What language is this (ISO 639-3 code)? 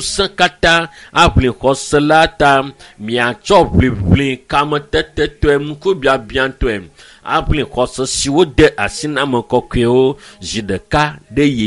ewe